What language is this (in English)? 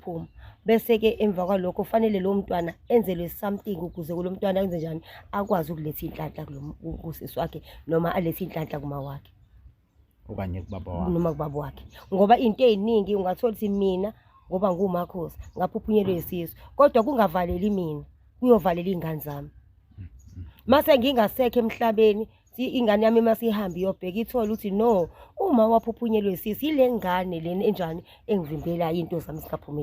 Zulu